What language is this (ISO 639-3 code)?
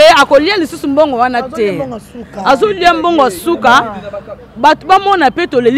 lin